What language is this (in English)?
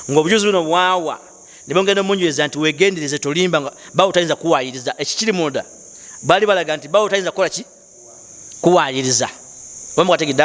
Ganda